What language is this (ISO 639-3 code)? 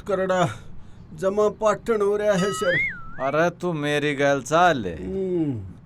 bgc